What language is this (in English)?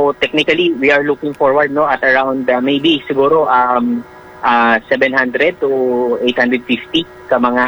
Hiligaynon